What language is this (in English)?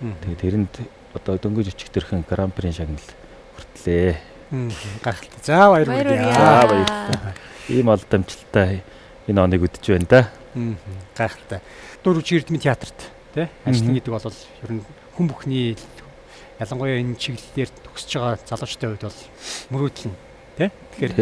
Mongolian